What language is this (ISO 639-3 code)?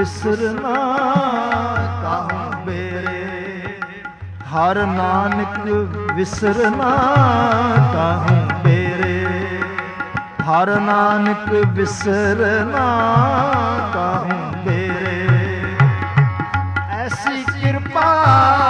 pan